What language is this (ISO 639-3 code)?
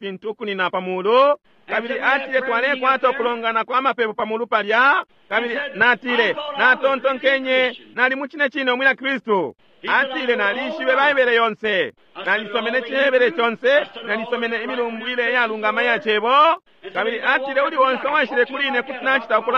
bem